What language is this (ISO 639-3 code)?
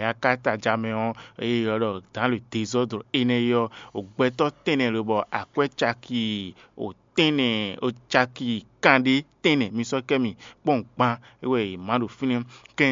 fon